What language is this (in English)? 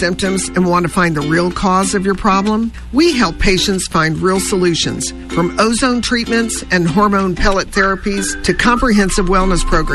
English